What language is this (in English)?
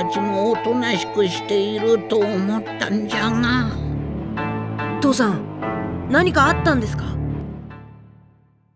Japanese